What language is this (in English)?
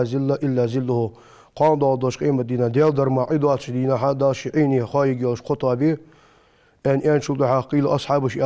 Ingush